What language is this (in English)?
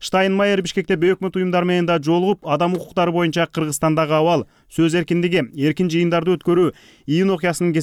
Kyrgyz